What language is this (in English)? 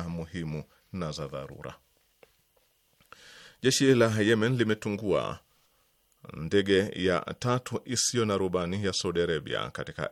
Swahili